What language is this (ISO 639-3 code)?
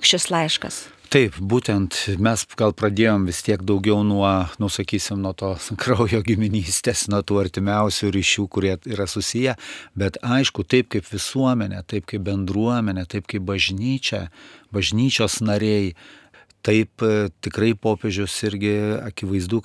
lit